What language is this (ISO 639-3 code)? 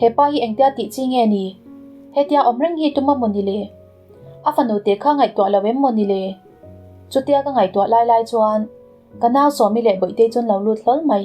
lus